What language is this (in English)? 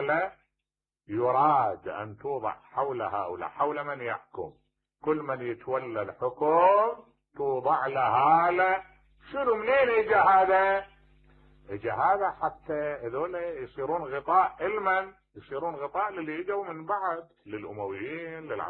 Mesopotamian Arabic